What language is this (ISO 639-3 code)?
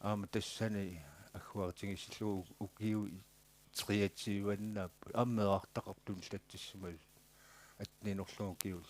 kal